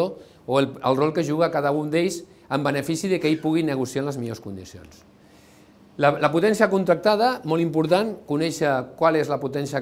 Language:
Catalan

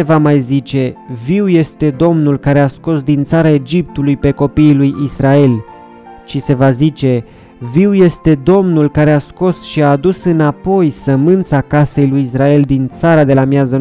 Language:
Romanian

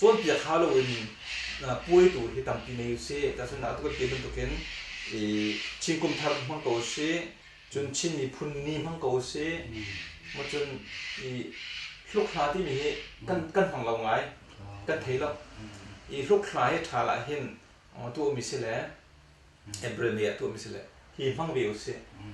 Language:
Hakha Chin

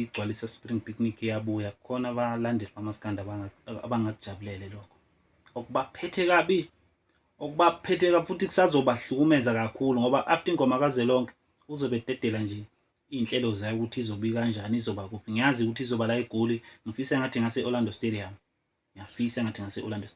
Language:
Zulu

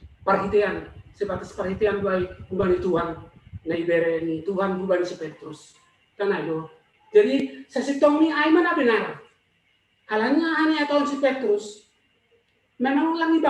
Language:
Batak Simalungun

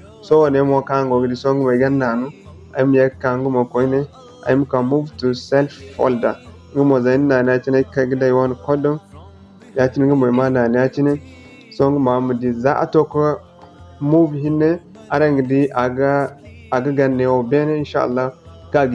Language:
Zarma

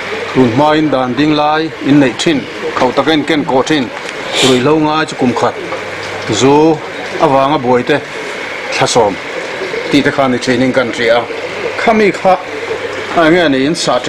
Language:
Mizo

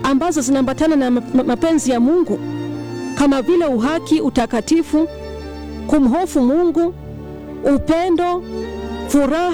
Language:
Swahili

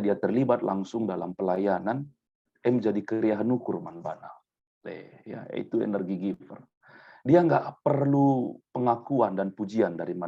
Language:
Batak Karo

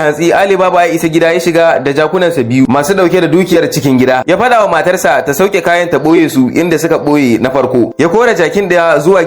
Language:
Hausa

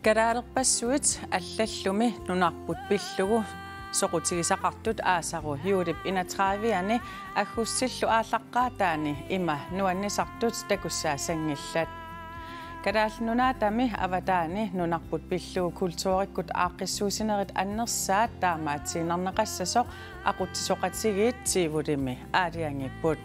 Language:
Kalaallisut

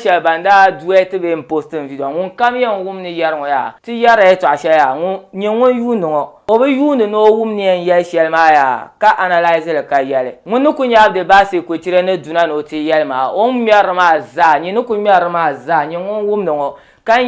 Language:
Dagbani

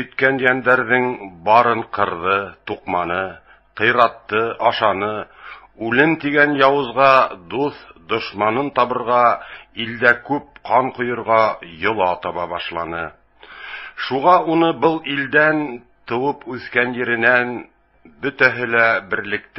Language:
Bashkir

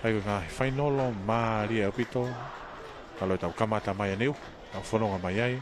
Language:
Tongan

